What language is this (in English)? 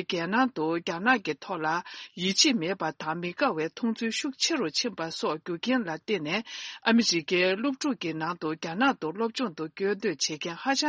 Tibetan